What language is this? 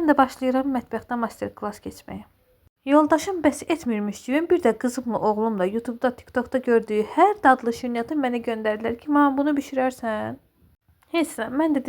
Azerbaijani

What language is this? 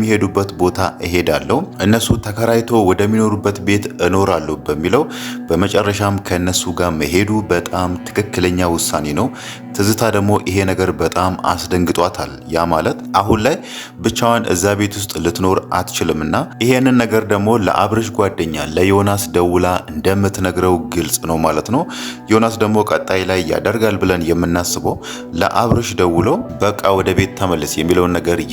Amharic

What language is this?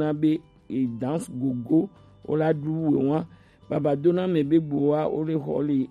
Gen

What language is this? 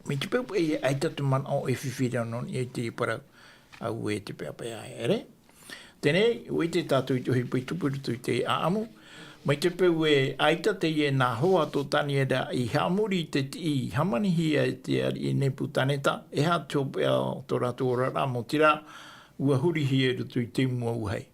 Tahitian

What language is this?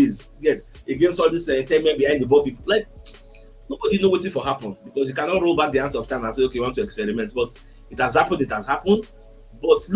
Nigerian Pidgin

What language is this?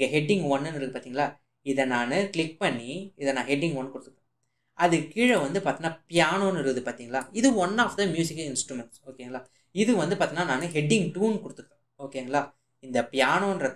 Tamil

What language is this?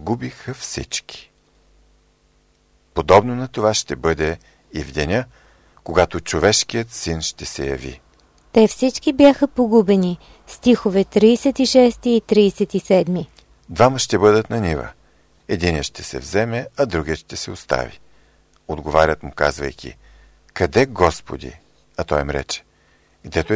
Bulgarian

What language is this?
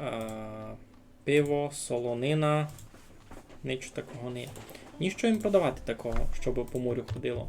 Rusyn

